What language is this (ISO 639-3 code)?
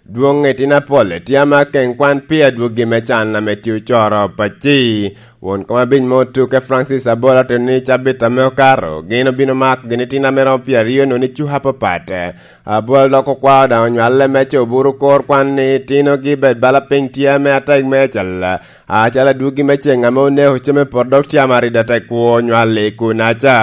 laj